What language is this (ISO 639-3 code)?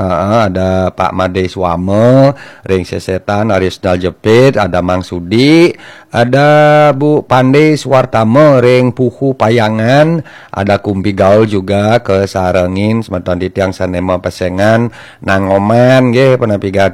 ban